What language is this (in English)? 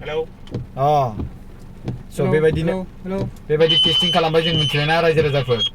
Bodo